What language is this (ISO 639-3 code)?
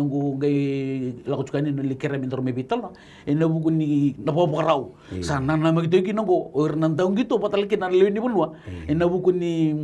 fij